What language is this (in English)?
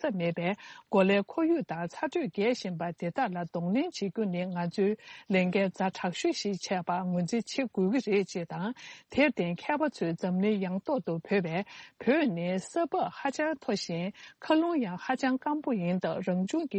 Tibetan